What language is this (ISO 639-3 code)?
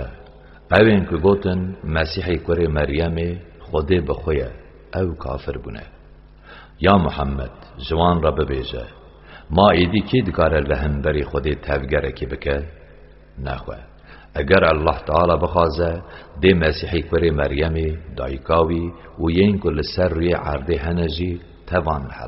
kur